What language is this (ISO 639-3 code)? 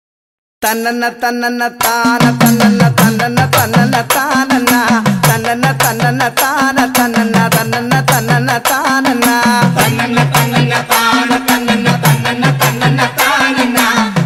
mal